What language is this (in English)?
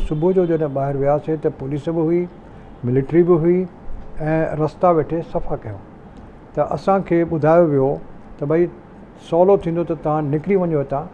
Sindhi